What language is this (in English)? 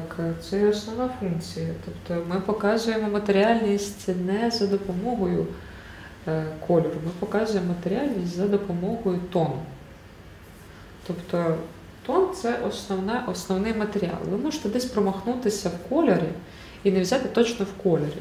Ukrainian